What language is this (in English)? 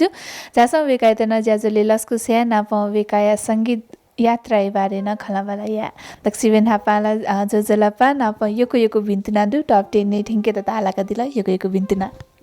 Newari